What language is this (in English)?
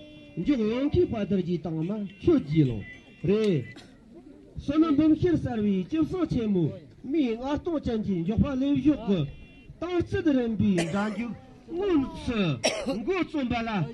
Tibetan